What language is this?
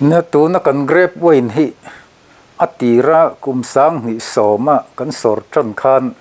Mizo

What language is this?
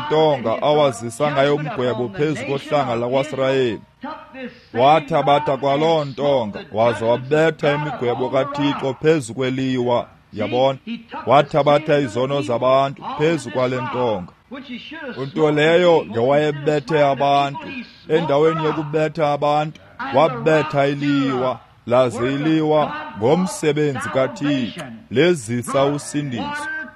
Xhosa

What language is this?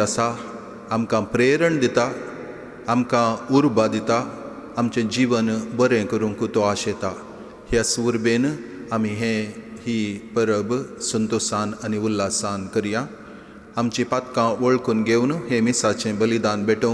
Konkani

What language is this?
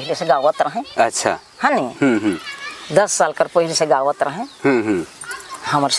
Sadri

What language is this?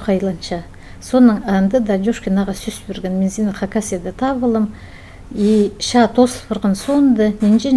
Khakas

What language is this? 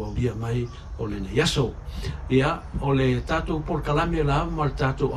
Samoan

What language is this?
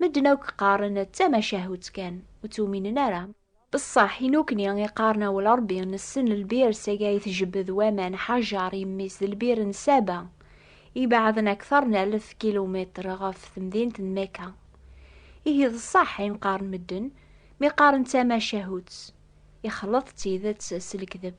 Kabyle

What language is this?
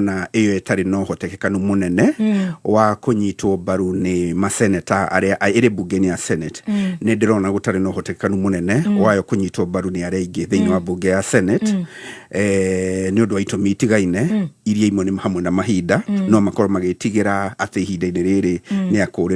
Kikuyu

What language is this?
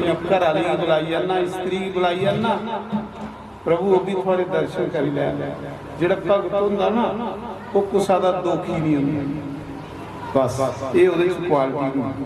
Dogri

